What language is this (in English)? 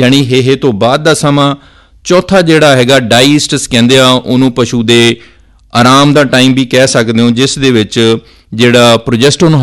Punjabi